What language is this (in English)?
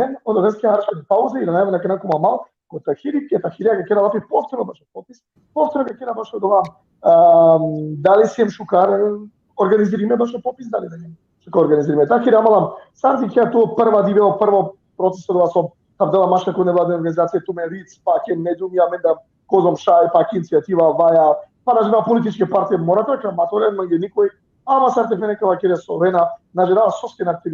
Balkan Romani